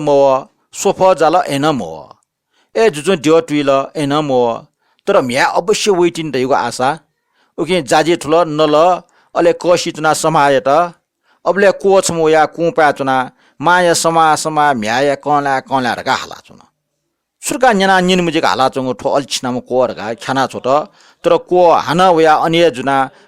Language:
Newari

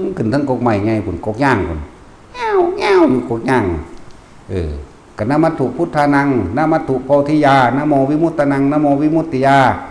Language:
Northeastern Thai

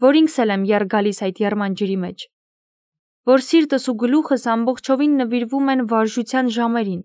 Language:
Armenian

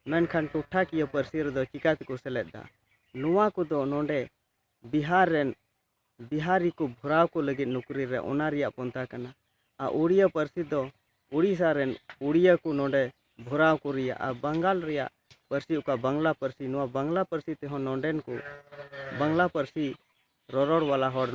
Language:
Santali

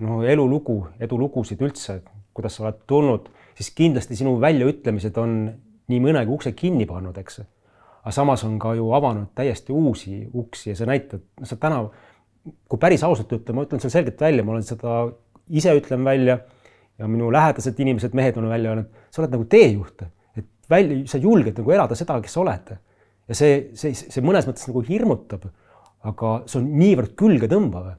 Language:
Estonian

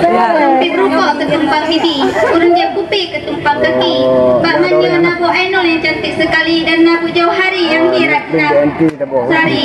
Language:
Achinese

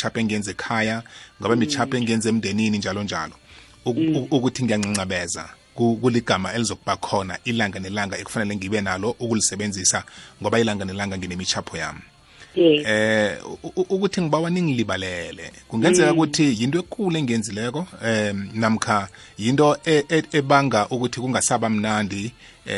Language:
South Ndebele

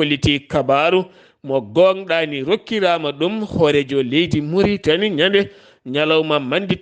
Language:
Fula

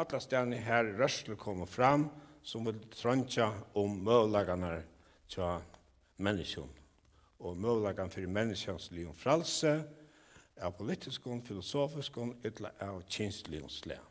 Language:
Faroese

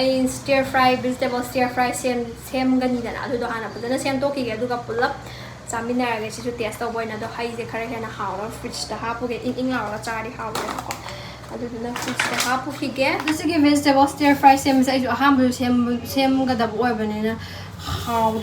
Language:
Manipuri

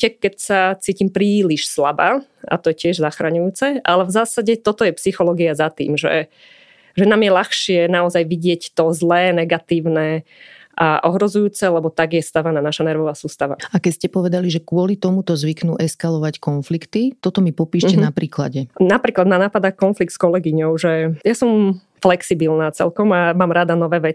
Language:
Slovak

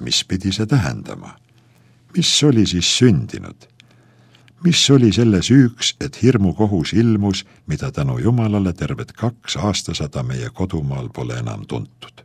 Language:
Estonian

